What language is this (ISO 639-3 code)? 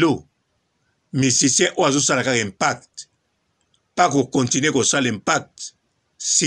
lin